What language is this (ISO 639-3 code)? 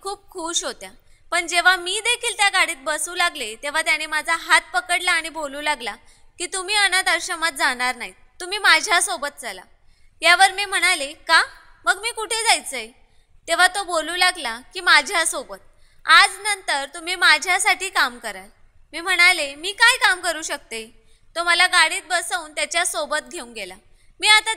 mar